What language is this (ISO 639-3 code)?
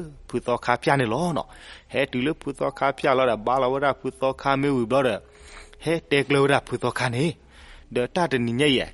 ksw